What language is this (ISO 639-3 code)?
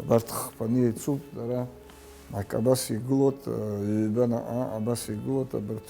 abk